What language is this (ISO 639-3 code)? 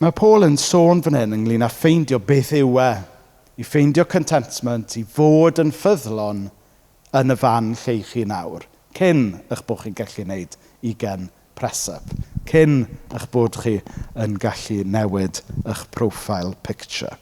cym